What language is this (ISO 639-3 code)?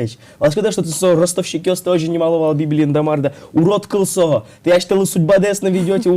udm